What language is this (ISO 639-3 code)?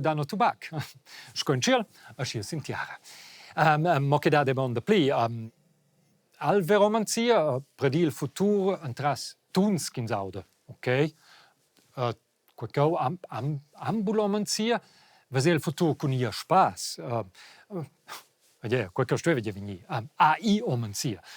roh